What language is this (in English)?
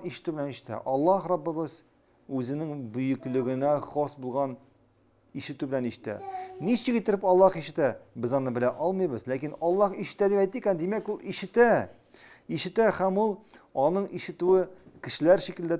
Tatar